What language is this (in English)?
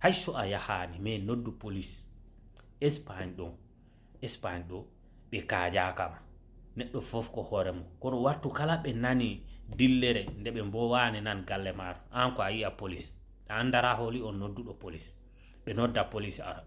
Fula